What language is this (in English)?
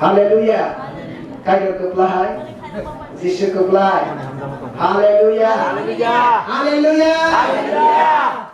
Kok Borok